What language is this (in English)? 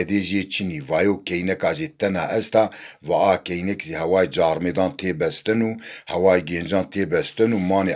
Zaza